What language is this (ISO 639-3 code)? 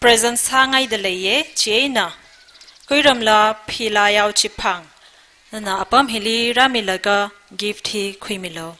nmf